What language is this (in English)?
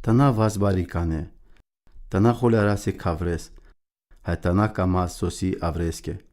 Romany